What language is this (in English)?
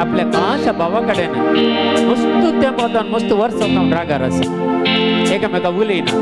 Konkani